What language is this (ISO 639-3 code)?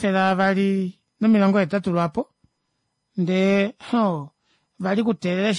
kua